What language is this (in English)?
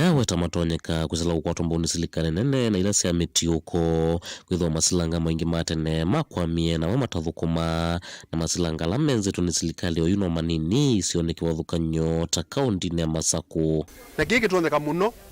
Kamba